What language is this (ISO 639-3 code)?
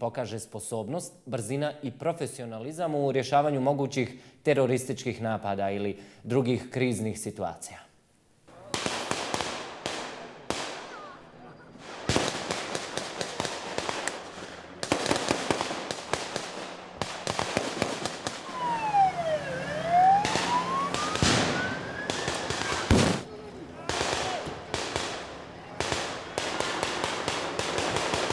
bos